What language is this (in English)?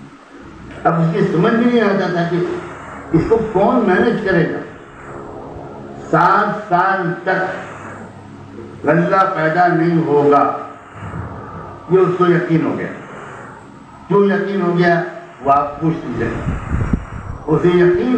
Urdu